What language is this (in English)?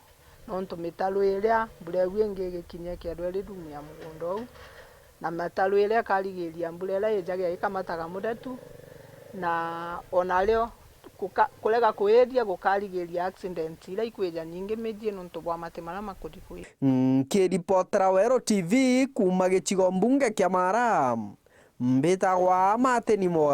Meru